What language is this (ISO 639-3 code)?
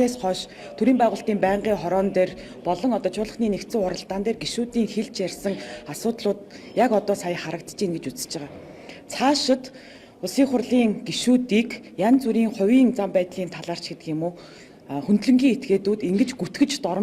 mon